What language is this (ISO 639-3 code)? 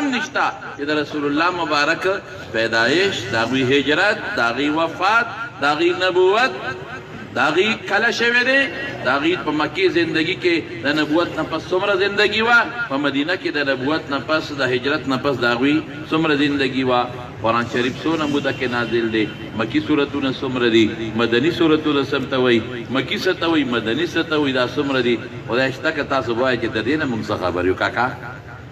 pus